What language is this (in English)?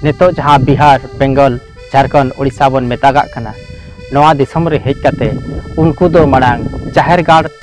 Santali